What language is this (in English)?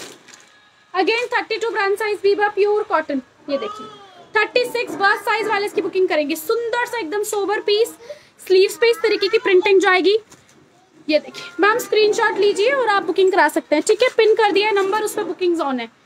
Hindi